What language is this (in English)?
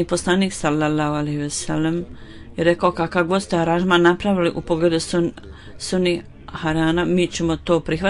Bosnian